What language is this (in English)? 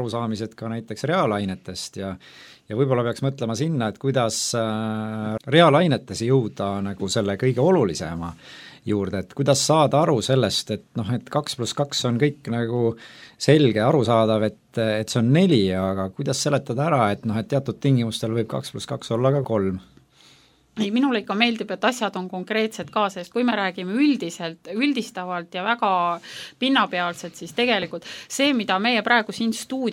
Estonian